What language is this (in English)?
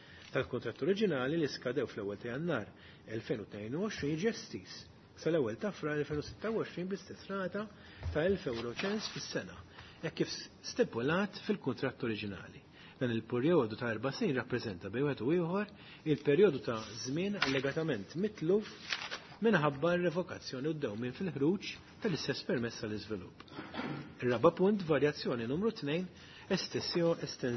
Maltese